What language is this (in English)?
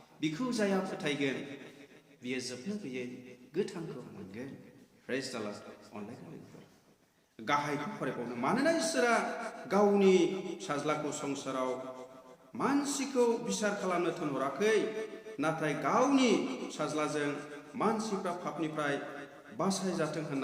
Bodo